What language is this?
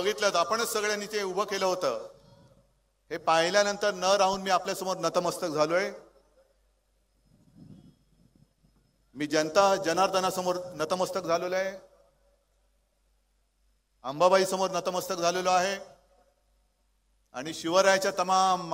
Marathi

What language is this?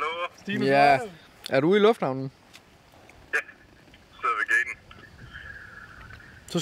Danish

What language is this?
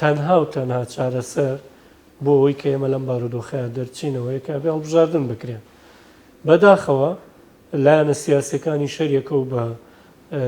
Central Kurdish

